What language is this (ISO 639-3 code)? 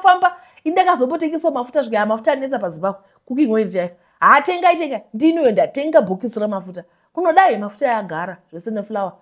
sna